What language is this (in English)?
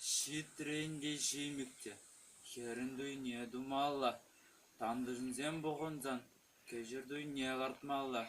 Chuvash